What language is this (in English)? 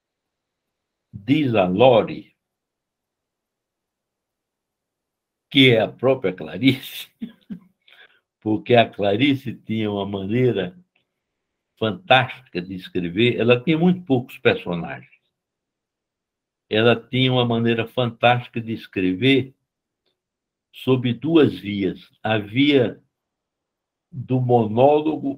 Portuguese